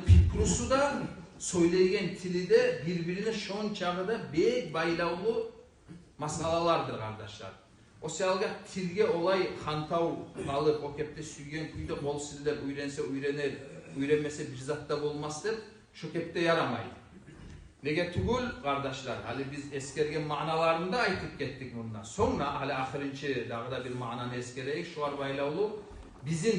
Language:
Kumyk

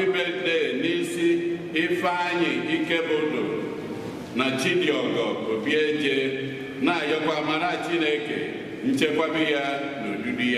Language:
Igbo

